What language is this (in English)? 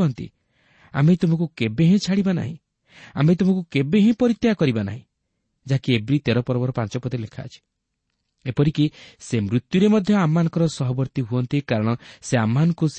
Odia